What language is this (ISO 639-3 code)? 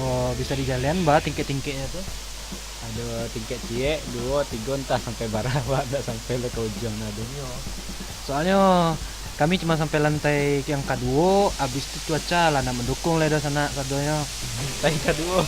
min